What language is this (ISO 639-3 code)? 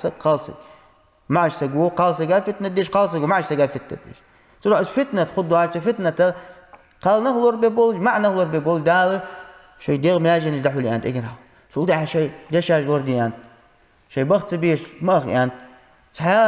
inh